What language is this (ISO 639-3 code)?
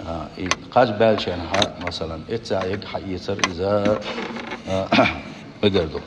che